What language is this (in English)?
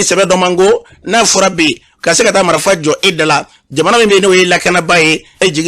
Bambara